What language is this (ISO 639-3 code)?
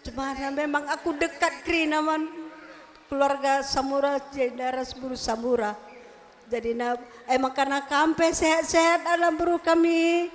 btx